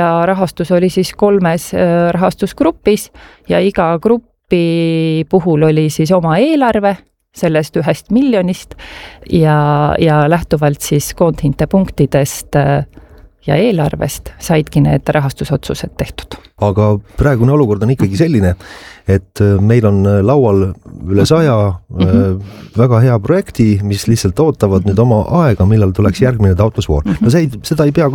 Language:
Estonian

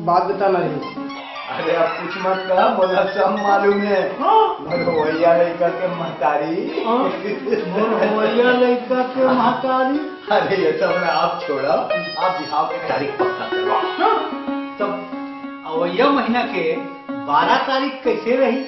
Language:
Chhattisgarhi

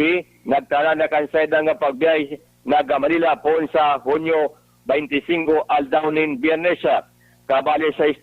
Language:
Bikol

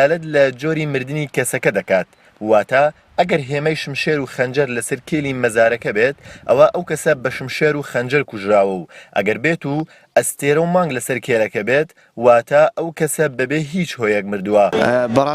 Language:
Central Kurdish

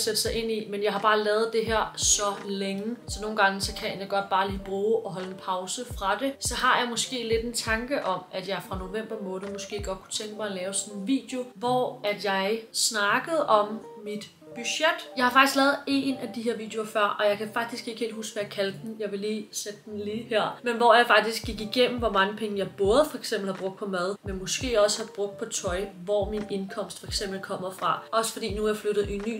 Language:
Danish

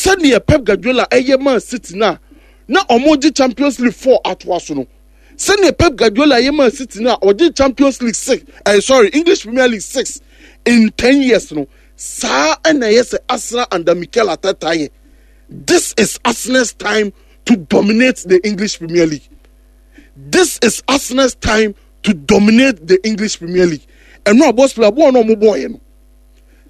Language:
Akan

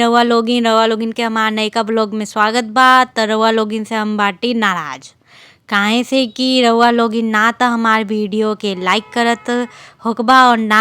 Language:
Bhojpuri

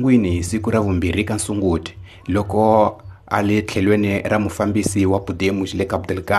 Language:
Tsonga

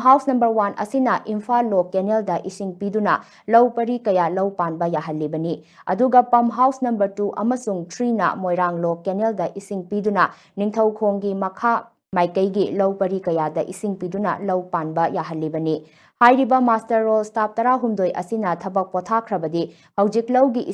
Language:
Manipuri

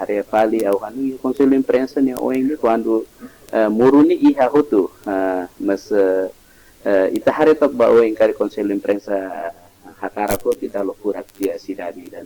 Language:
Tetum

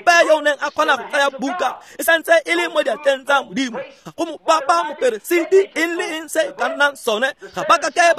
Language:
Tswana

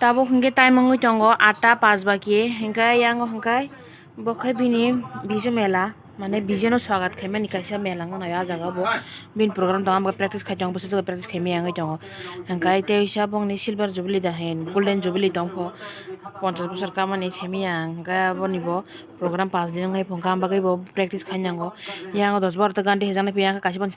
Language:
Kok Borok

